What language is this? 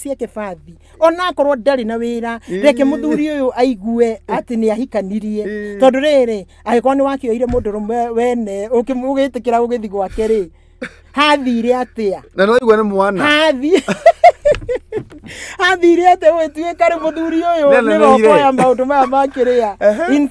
Kikuyu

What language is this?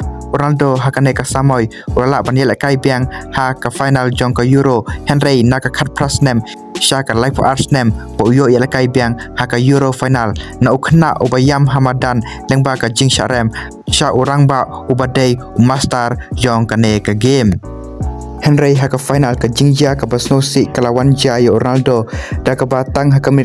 Khasi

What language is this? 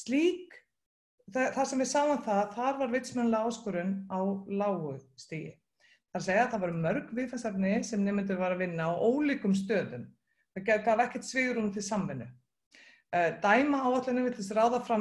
Icelandic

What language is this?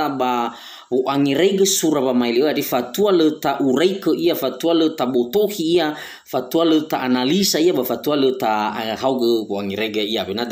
Nias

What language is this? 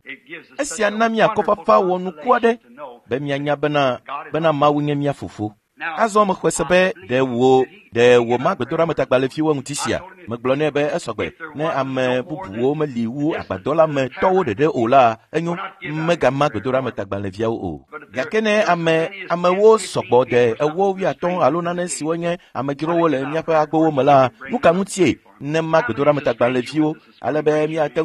Ewe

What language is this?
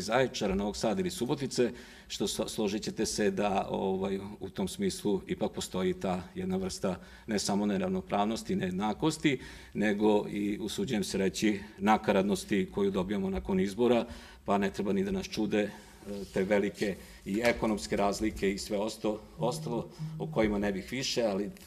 Serbian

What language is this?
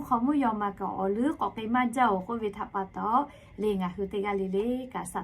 Lahu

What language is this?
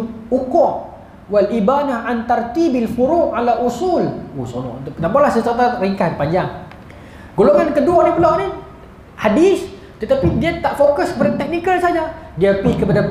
Malay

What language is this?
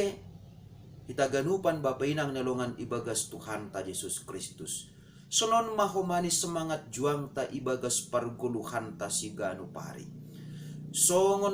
Batak Simalungun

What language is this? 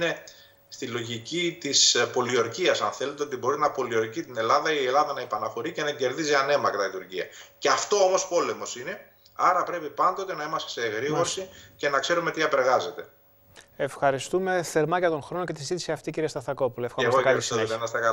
Greek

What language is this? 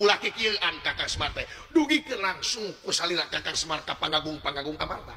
Sundanese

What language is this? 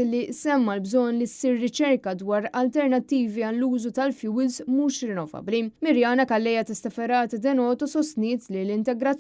Maltese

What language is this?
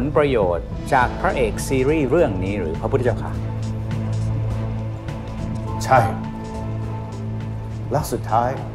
Thai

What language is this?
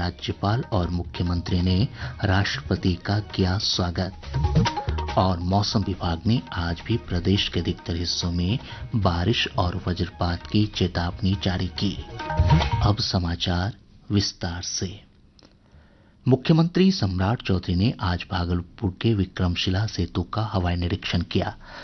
Hindi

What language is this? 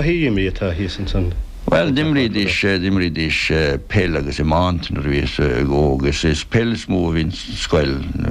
Irish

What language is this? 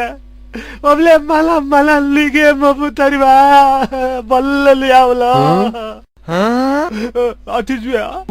Newari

